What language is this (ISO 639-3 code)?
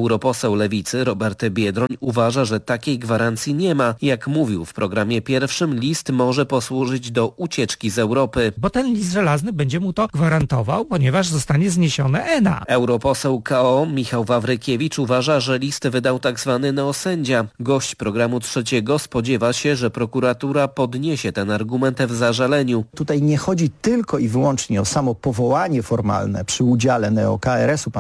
pol